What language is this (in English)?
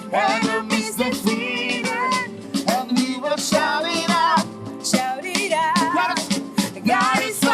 Papiamento